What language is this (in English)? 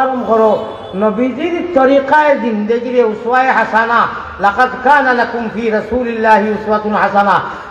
Sylheti